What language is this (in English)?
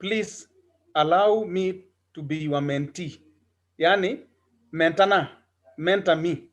Kalenjin